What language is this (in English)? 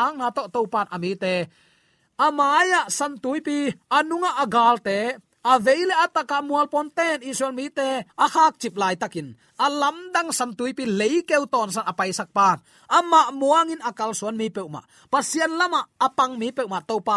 Tedim Chin